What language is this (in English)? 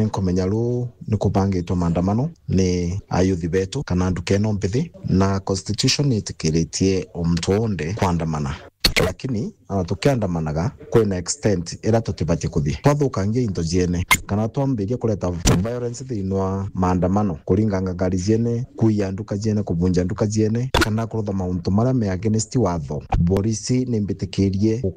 Meru